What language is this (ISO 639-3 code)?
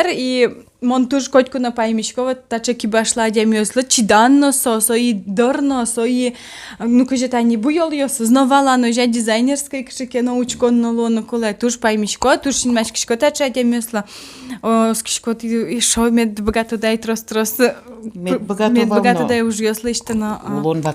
udm